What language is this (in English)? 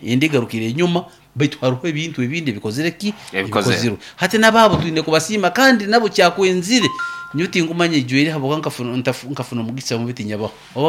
Nyoro